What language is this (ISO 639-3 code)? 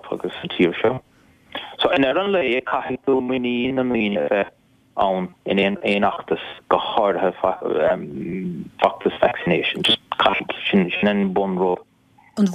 gle